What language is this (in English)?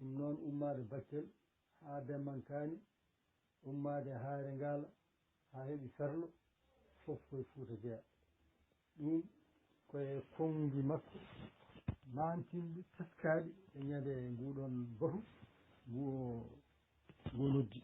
Fula